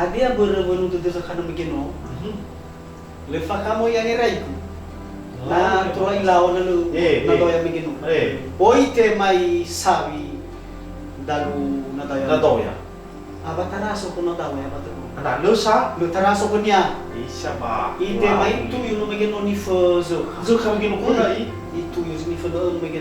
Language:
Nias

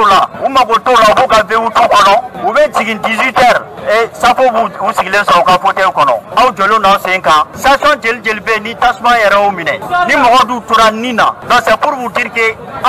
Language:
Bambara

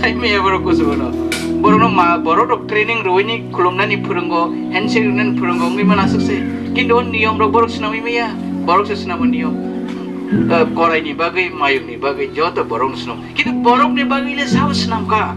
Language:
Riang (India)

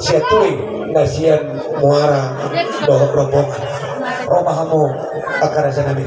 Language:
Batak Toba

